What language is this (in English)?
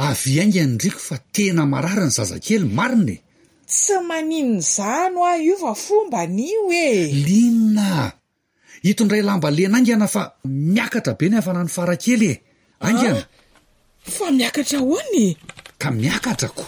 Malagasy